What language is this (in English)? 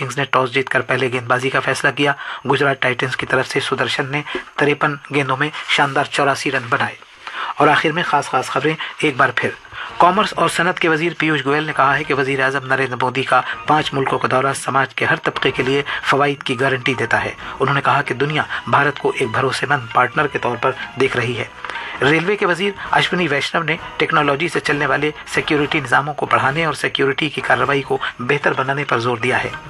Urdu